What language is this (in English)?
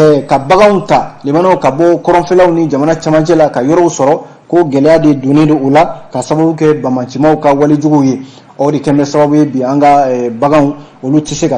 Bambara